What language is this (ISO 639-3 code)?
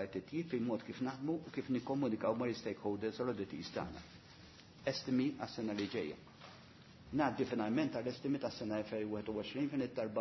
mlt